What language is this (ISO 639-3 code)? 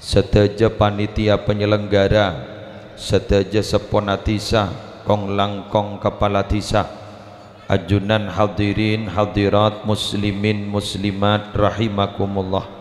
mad